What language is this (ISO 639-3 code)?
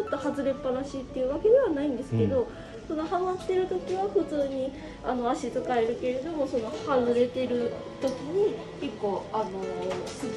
jpn